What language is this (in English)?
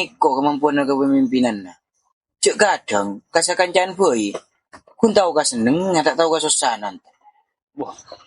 Madurese